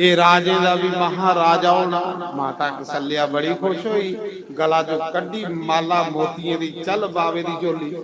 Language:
Dogri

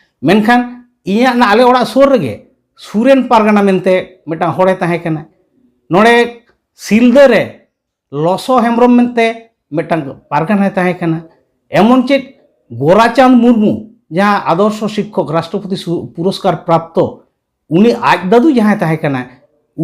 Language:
Santali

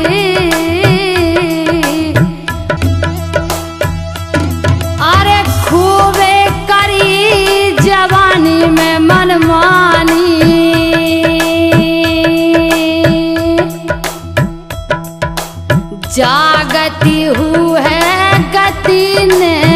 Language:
Bundeli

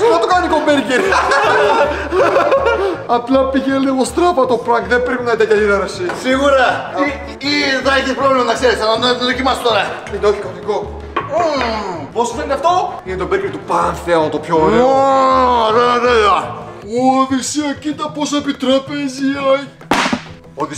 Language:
Greek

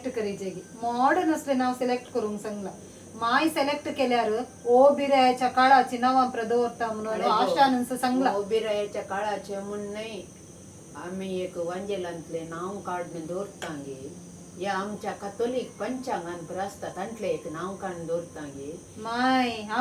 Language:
Konkani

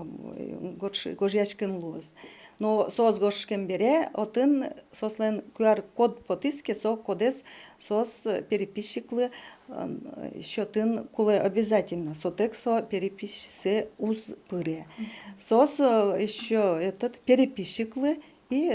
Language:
Udmurt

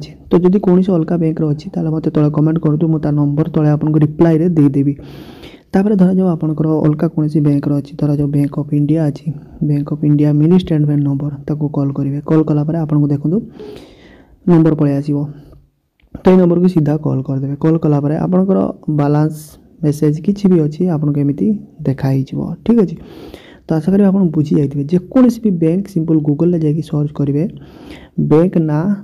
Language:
Odia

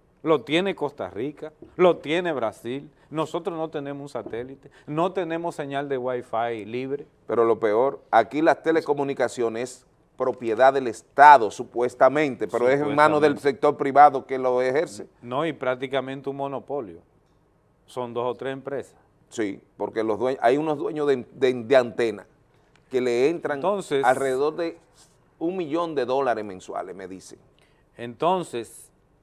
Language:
Spanish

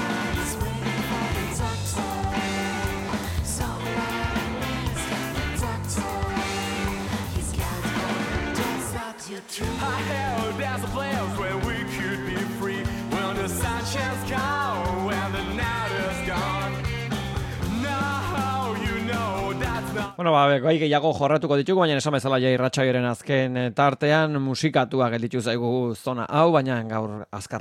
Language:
Basque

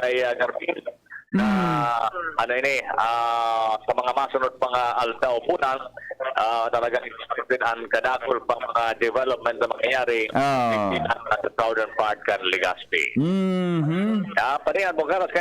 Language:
Bikol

